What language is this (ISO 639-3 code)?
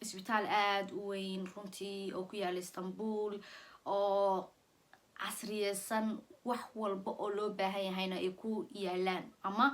som